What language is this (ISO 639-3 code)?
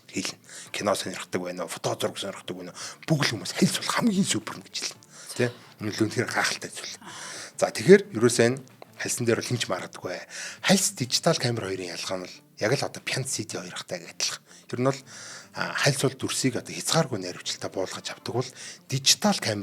mon